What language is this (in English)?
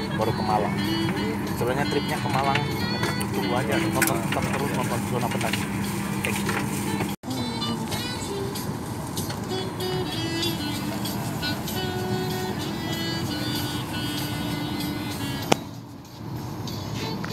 Indonesian